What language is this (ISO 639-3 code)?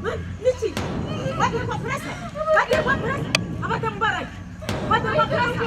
nyn